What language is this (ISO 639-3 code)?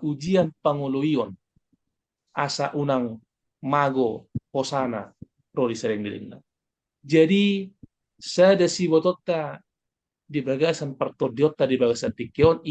bbc